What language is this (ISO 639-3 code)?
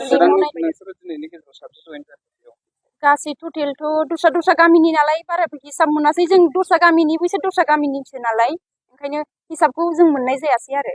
brx